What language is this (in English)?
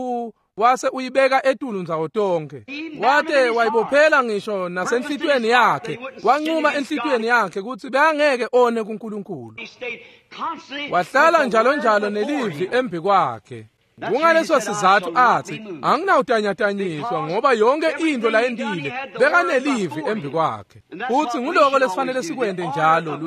Swati